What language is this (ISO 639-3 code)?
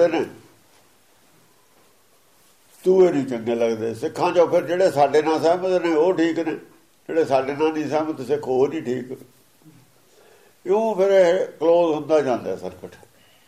pan